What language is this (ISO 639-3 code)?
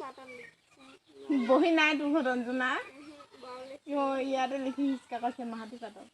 asm